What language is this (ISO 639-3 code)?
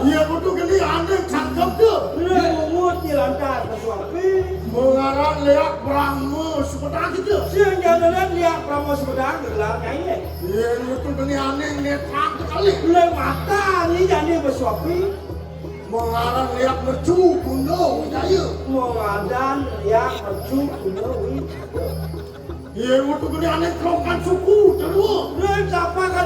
ban